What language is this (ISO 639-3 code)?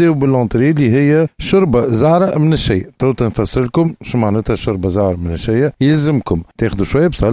aeb